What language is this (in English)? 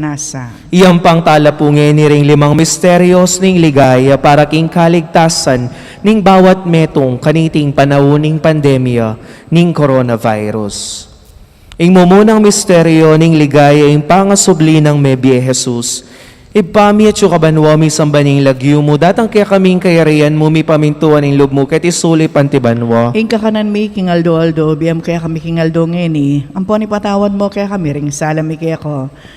Pampanga